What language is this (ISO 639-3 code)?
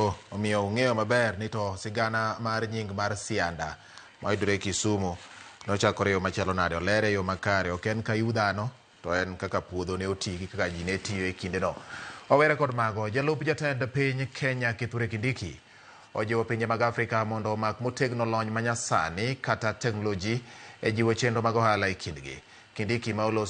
luo